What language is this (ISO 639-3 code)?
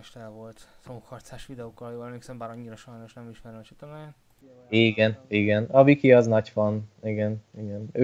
hun